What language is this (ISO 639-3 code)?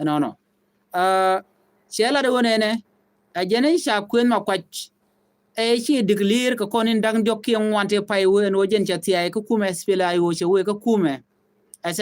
nus